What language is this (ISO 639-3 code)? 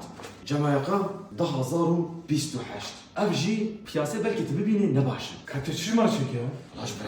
kur